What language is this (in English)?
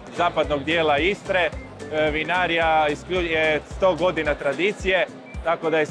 Croatian